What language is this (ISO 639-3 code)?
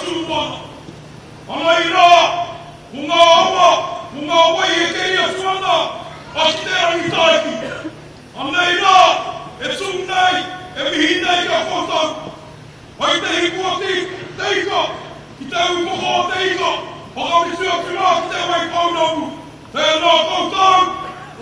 mri